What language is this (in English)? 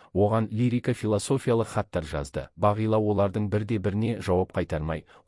Kazakh